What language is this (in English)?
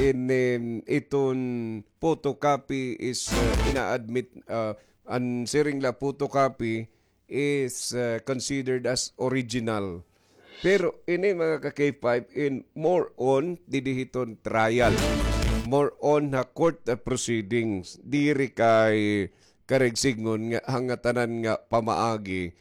Waray